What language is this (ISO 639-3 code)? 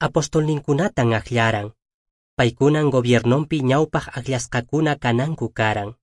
que